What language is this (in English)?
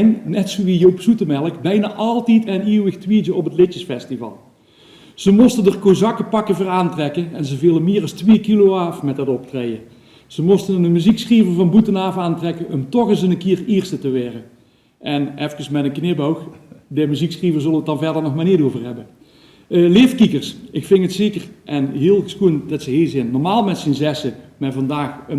Limburgish